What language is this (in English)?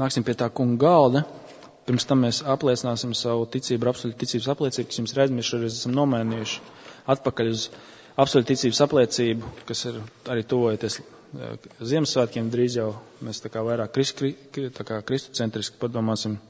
Latvian